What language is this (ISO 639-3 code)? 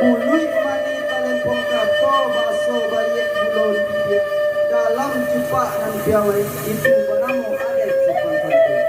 min